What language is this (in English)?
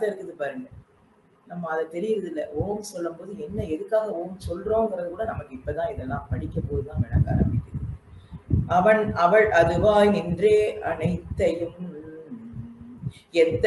Tamil